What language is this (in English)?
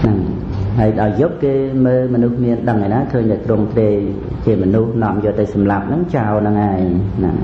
Khmer